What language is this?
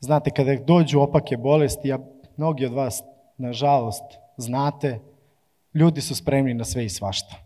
Serbian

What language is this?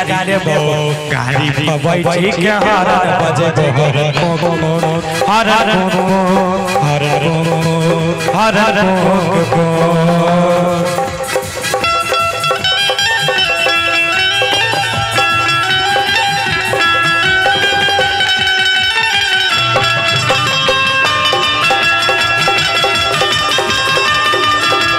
Bhojpuri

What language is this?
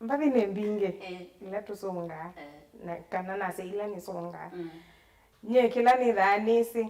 Kamba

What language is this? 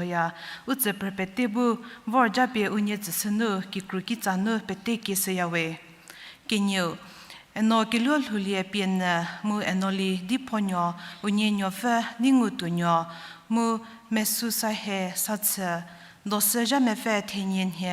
Angami Naga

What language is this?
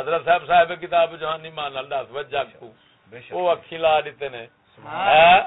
Saraiki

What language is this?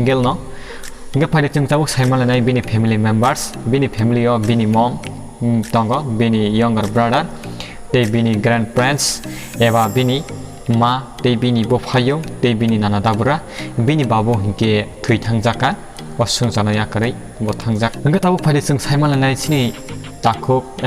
Kok Borok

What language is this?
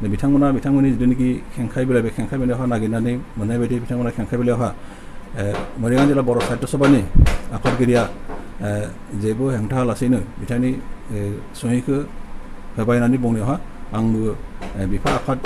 Bodo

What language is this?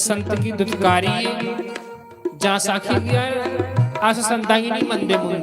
Dogri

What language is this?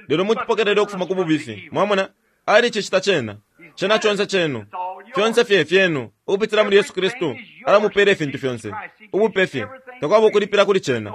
Bemba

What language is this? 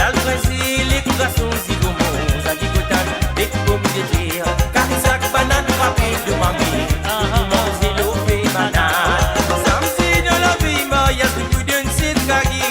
Morisyen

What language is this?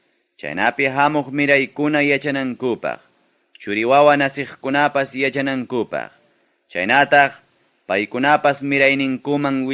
Ayacucho Quechua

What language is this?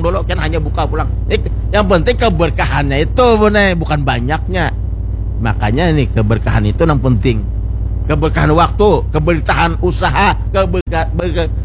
Banjar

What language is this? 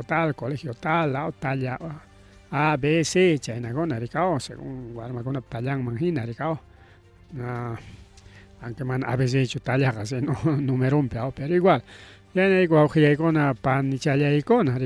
Ayacucho Quechua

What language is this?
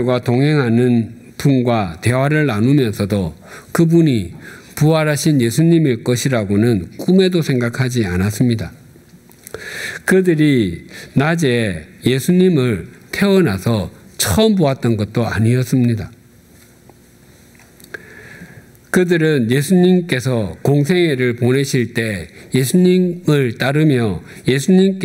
Korean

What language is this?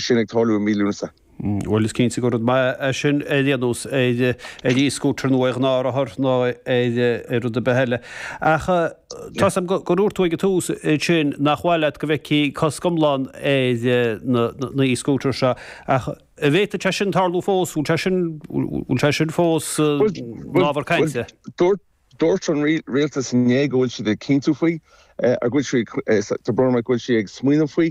Irish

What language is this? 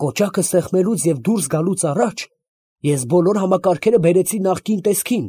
Armenian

